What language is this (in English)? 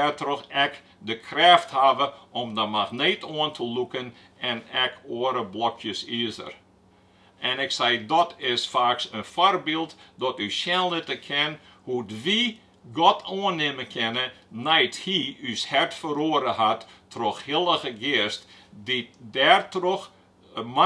Western Frisian